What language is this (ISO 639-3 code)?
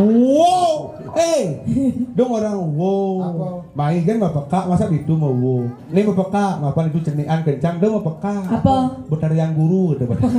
ban